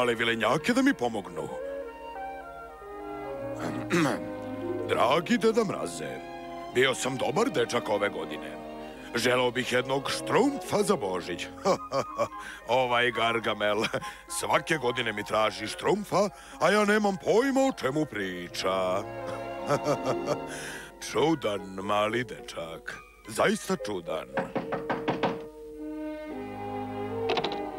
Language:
Serbian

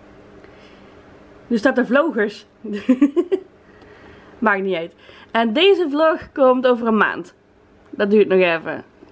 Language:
Dutch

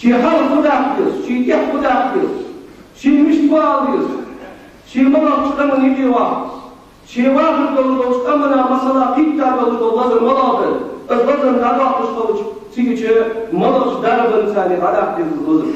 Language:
Ingush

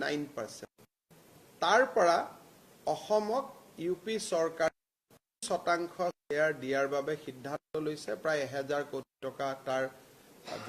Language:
Assamese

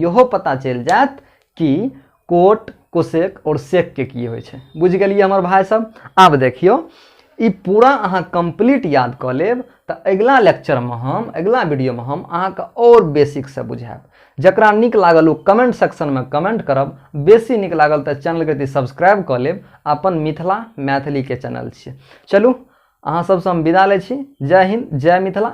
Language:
Maithili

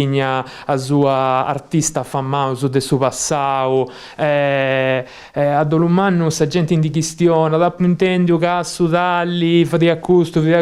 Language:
Sardinian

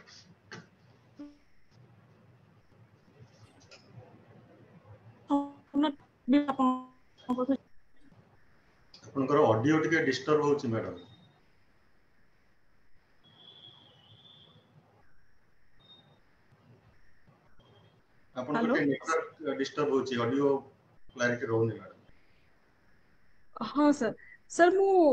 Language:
Odia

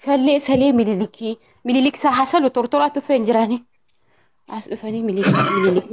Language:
Oromo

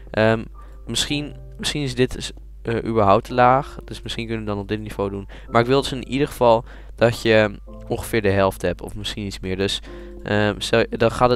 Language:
Dutch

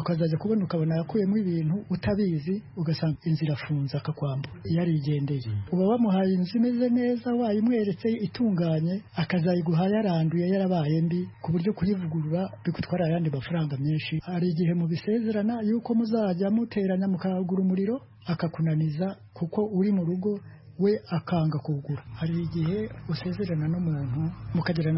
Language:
Kinyarwanda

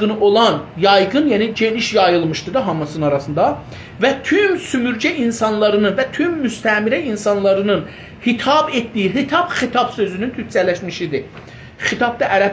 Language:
South Azerbaijani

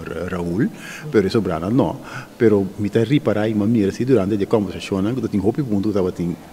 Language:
Papiamento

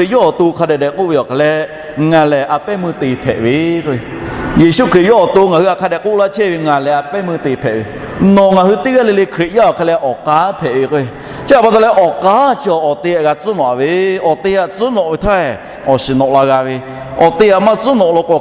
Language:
Lahu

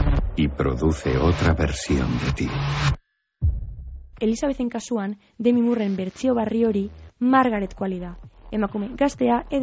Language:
Basque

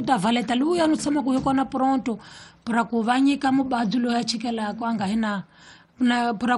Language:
Tsonga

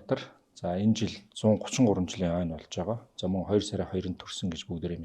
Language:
Mongolian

